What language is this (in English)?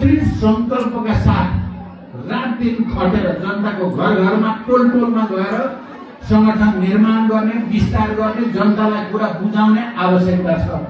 Nepali